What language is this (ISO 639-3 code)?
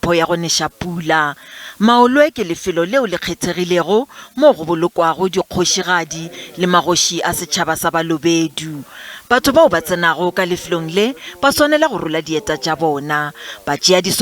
nso